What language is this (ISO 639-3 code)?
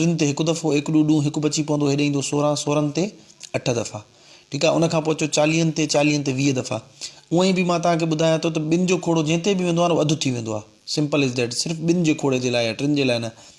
snd